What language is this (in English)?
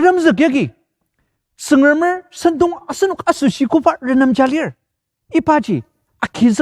Ao Naga